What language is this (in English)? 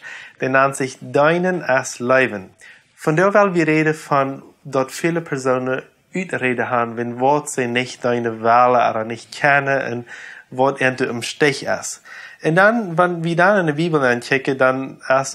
Plautdietsch